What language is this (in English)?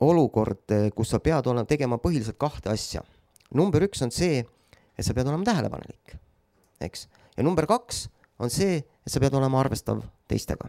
Estonian